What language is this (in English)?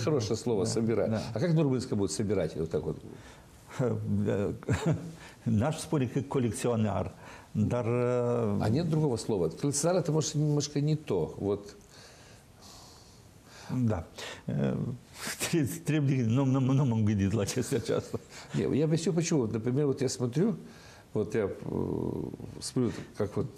Russian